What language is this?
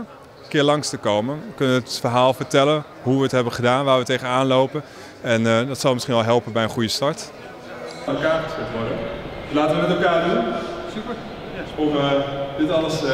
Dutch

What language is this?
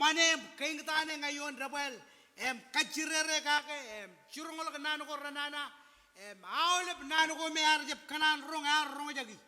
Marshallese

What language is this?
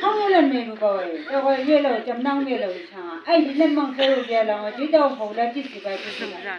Chang Naga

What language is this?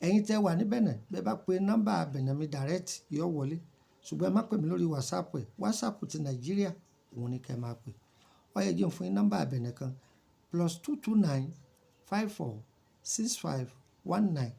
Yoruba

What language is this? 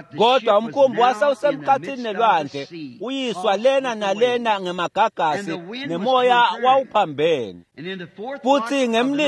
Swati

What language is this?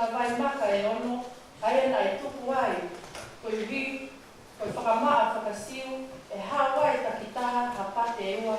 Tongan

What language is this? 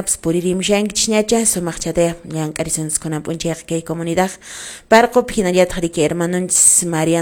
Quechua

